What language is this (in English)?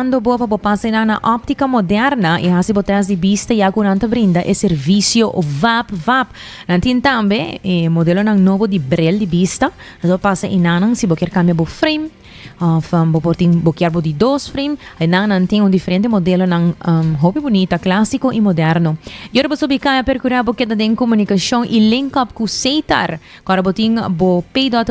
Papiamento